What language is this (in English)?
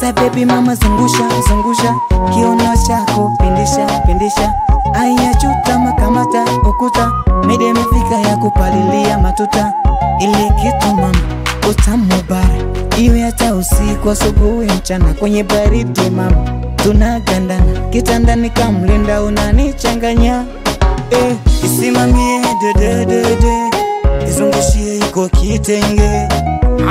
Swahili